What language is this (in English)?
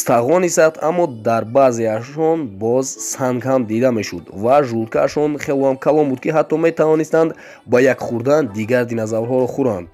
Tajik